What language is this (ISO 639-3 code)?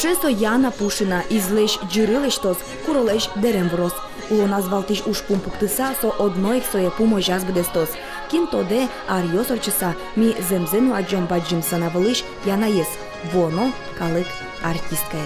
udm